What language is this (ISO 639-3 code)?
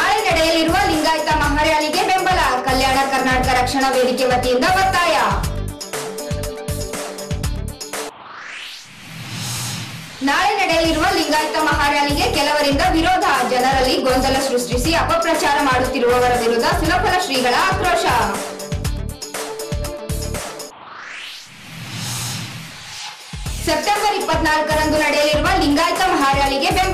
kan